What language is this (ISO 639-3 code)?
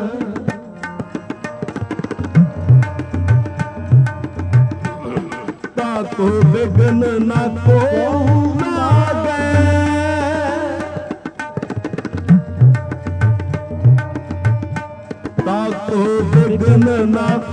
pan